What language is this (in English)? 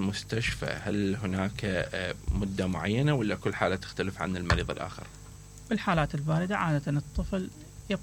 Mesopotamian Arabic